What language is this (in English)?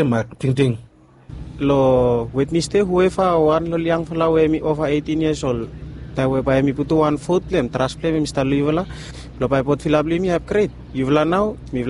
Bislama